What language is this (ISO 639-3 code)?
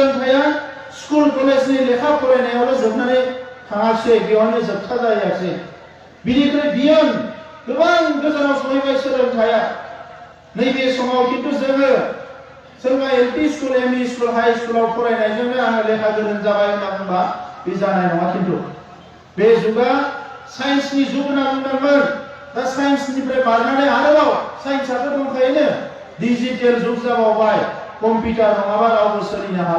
brx